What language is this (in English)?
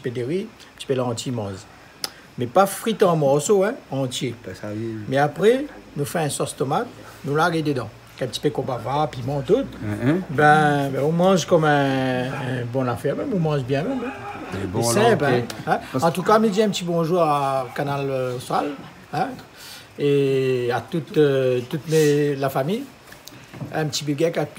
Réunion Creole French